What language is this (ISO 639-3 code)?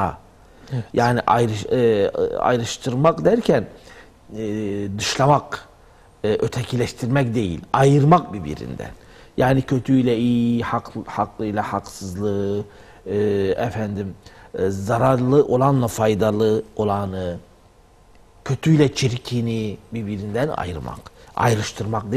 tur